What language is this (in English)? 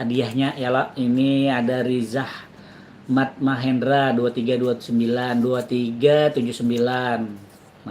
Banjar